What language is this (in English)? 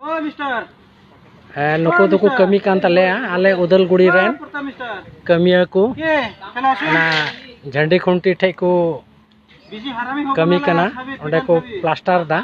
Santali